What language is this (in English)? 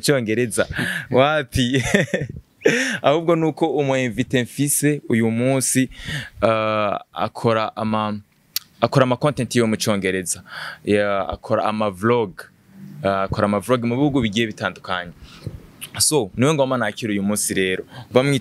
Rundi